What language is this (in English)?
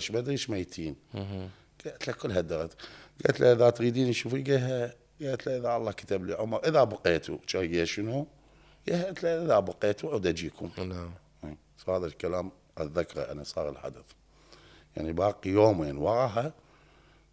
Mesopotamian Arabic